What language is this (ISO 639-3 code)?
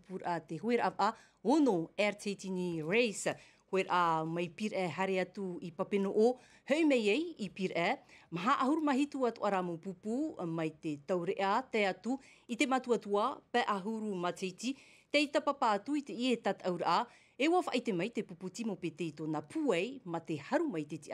tah